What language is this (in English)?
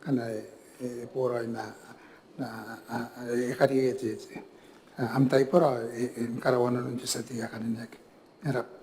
Gilbertese